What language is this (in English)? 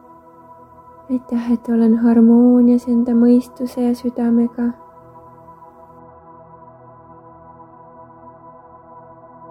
Estonian